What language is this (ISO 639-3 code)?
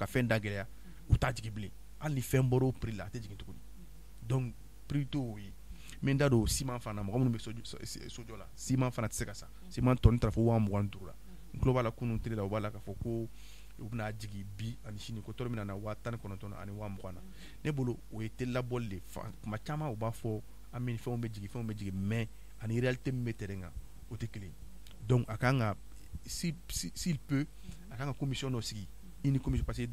bam